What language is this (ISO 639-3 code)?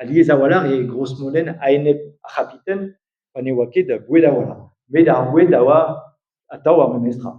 bre